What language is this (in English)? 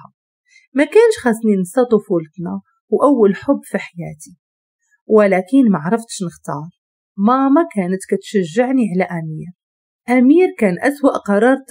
Moroccan Arabic